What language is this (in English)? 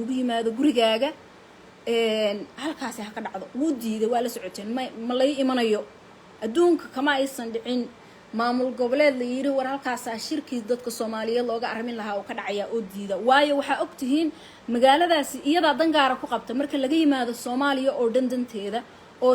Somali